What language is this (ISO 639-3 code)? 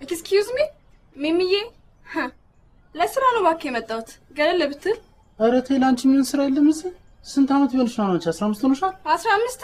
amh